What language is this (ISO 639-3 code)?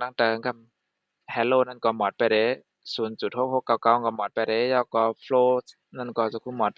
shn